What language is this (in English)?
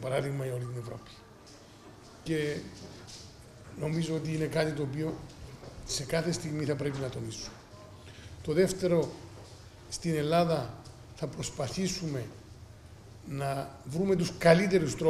Greek